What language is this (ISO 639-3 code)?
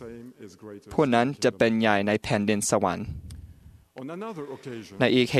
tha